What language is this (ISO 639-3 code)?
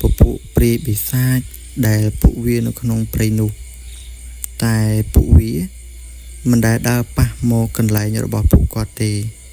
khm